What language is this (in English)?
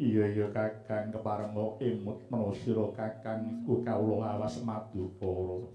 Javanese